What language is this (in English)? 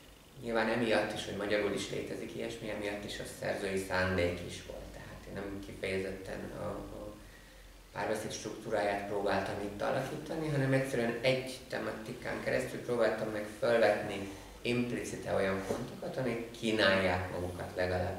Hungarian